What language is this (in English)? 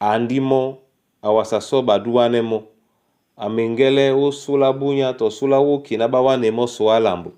Duala